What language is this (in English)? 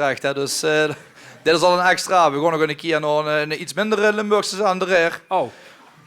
Limburgish